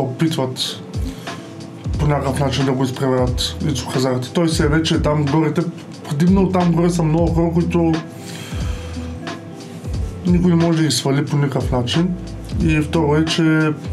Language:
Bulgarian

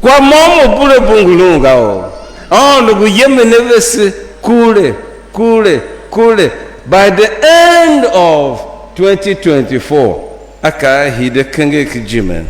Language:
Tiv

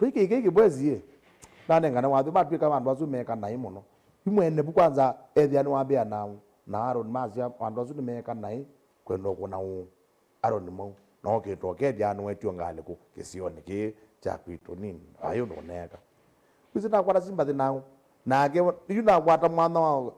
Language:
Kamba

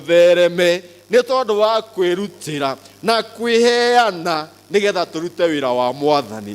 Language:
Kikuyu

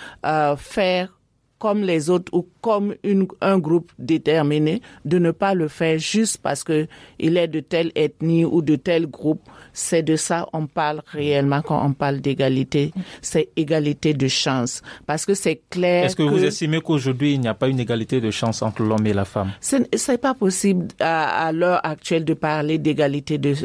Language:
French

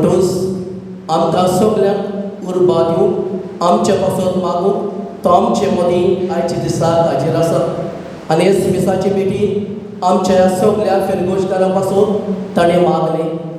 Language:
Konkani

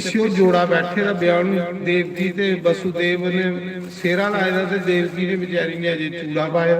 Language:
Dogri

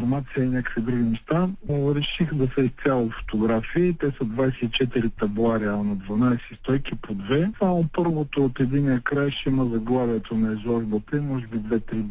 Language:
Bulgarian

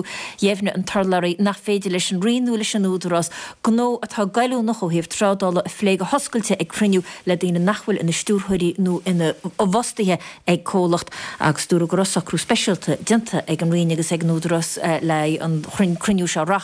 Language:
Irish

